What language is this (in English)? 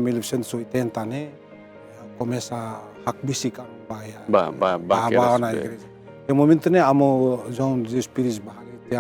Tetum